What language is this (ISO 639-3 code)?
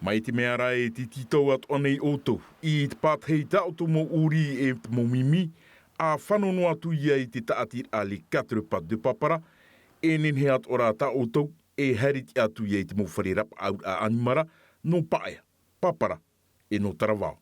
tah